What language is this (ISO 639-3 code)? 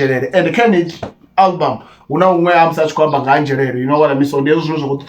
ven